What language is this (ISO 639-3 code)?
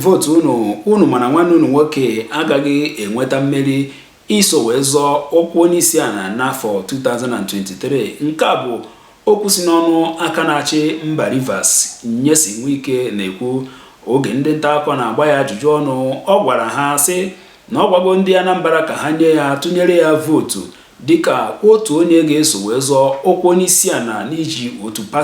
ibo